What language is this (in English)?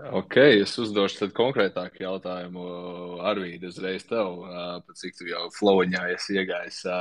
Latvian